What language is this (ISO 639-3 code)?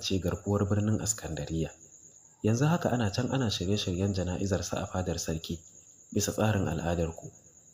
hau